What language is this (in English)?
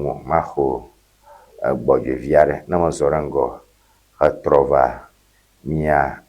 Ewe